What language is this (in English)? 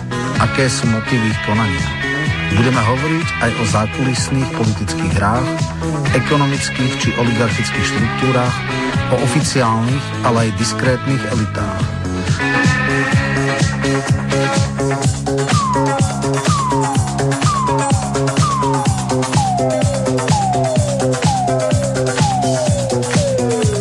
Slovak